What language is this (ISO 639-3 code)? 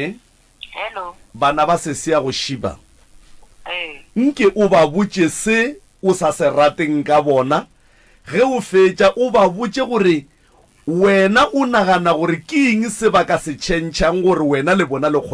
nso